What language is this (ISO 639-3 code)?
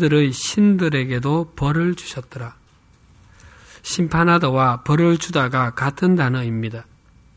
kor